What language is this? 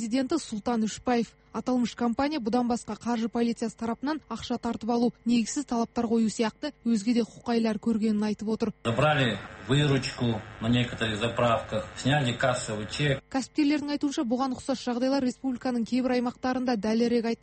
Kazakh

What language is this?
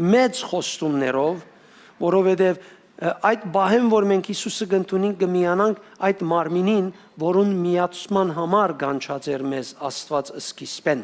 Western Armenian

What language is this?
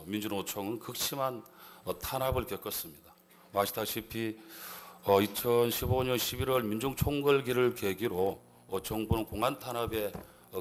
Korean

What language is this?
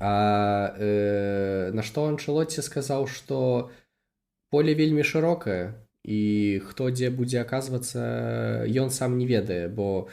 Belarusian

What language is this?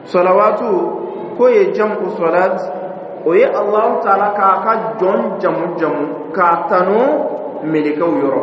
Dyula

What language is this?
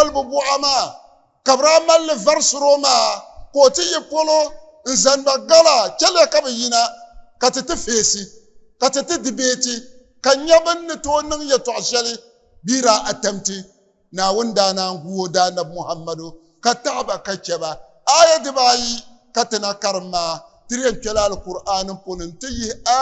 Dagbani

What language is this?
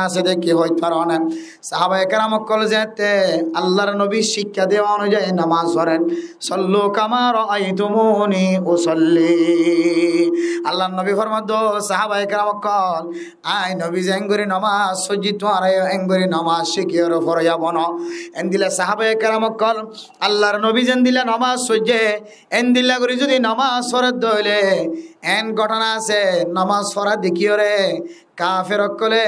Rohingya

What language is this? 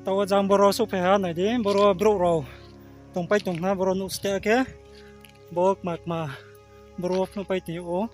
Riang (India)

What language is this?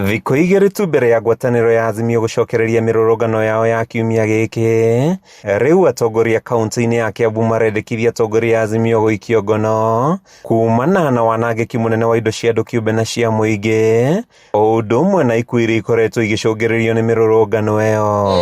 Kikuyu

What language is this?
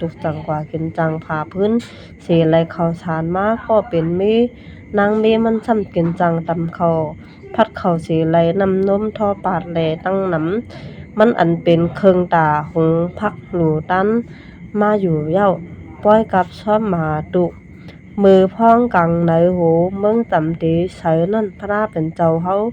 Shan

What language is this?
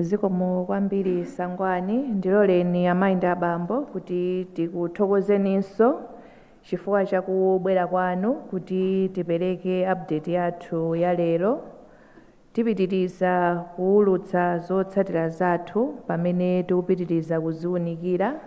Nyanja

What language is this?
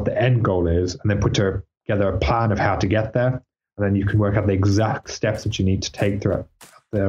English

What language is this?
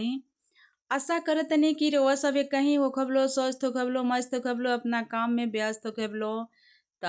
Bhojpuri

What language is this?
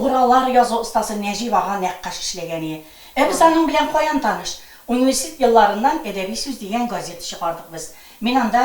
Tatar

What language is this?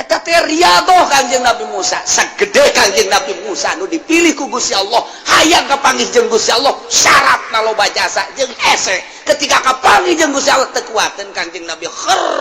Sundanese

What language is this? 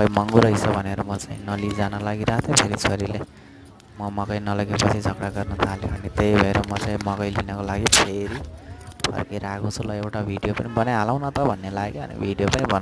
Nepali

